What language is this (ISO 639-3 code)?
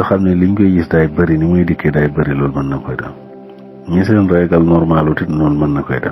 wol